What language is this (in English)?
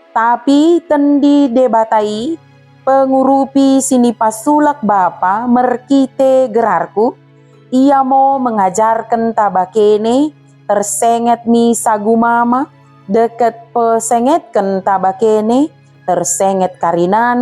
Batak Dairi